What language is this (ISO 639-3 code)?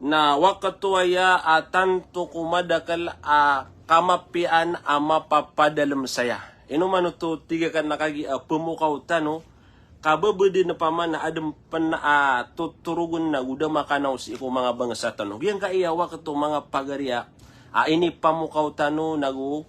mrw